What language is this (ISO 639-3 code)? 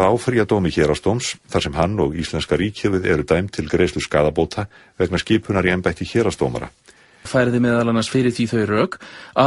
isl